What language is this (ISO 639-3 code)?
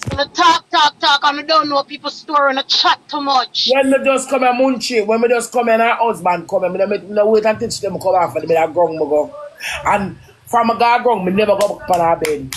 jam